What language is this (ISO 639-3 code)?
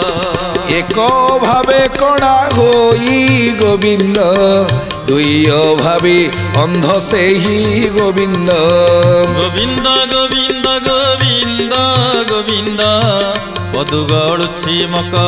ori